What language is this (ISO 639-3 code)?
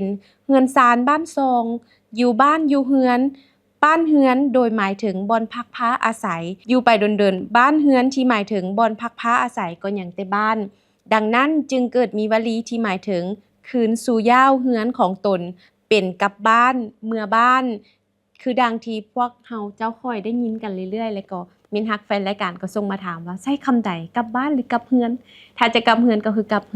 lao